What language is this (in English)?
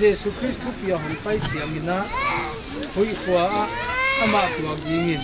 Paite Chin